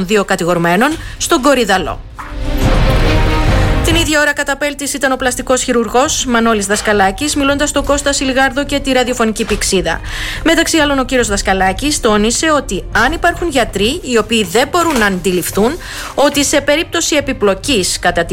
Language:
Greek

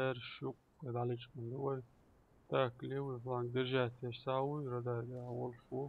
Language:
Chechen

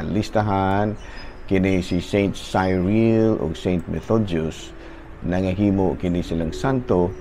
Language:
Cebuano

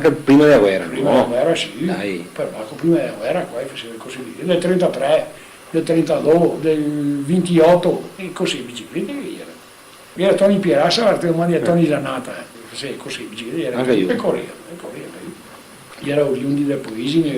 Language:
Venetian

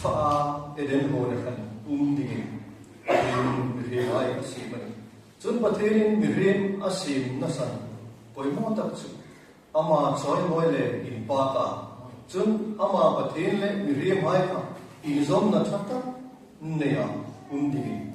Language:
Hmar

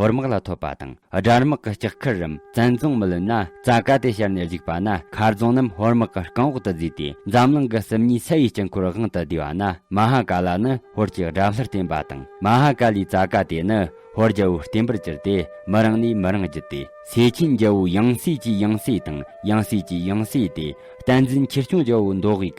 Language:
Tibetan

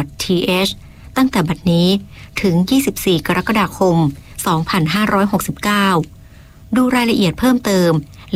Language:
Thai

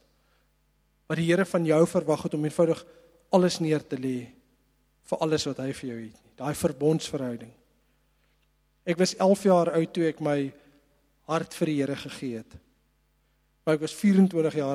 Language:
Afrikaans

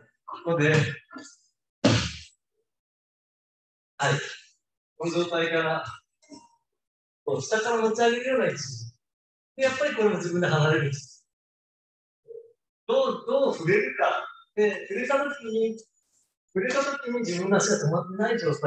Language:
Japanese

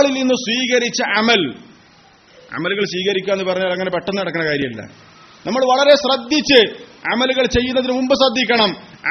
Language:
Malayalam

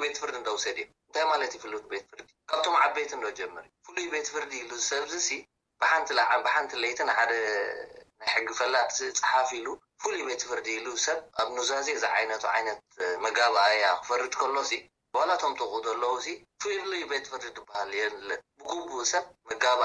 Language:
Tigrinya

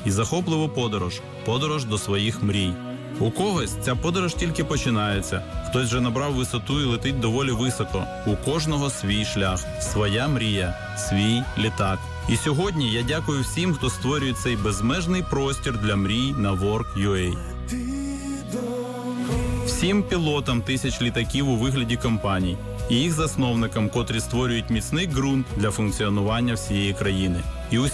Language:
Ukrainian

